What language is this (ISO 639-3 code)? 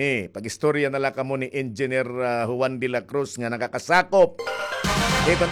war